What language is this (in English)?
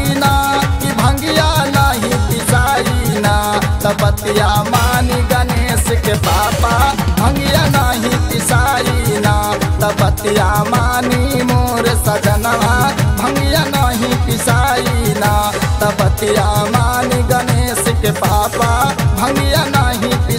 Bhojpuri